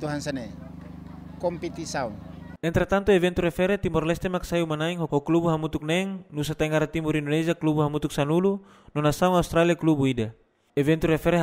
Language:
Tetum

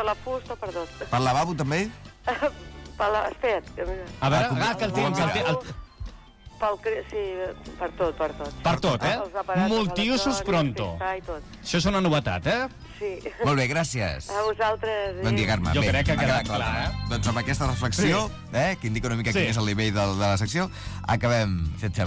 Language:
Catalan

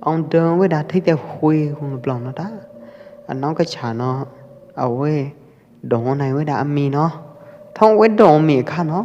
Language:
Pwo Eastern Karen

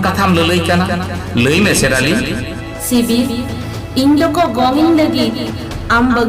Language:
Santali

